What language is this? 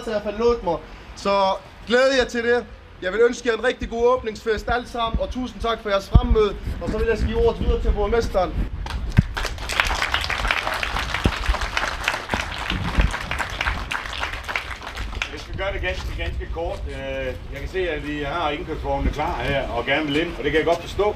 Danish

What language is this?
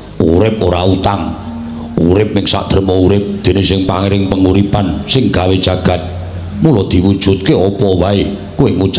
Javanese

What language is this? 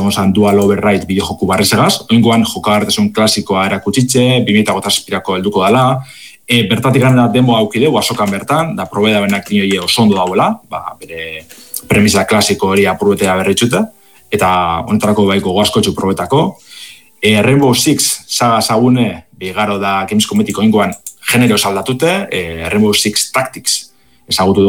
Basque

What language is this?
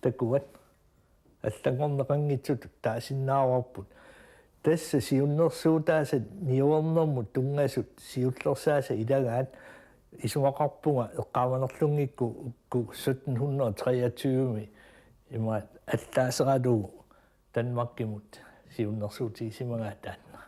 Kalaallisut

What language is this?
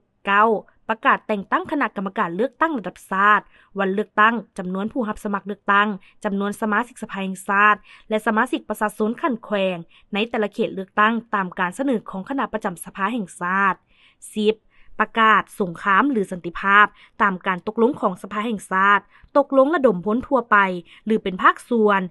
Lao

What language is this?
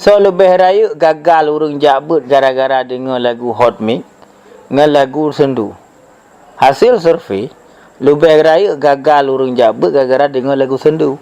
Achinese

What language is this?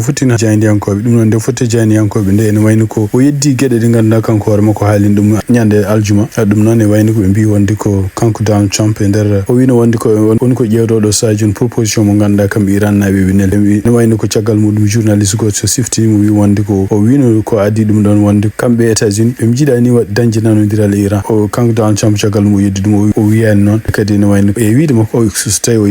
Fula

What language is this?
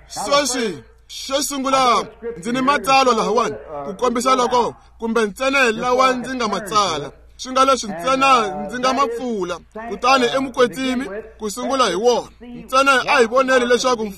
Tsonga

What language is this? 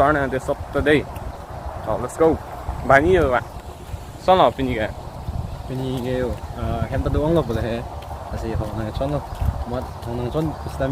Karbi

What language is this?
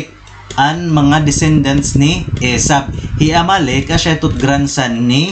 Waray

